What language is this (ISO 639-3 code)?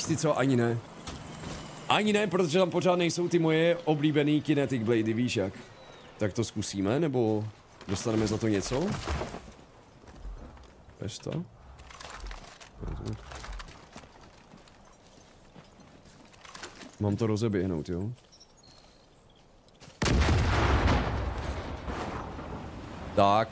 ces